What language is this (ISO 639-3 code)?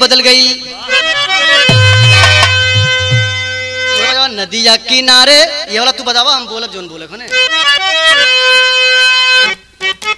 bho